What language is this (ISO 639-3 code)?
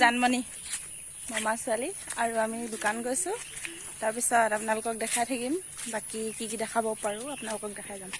asm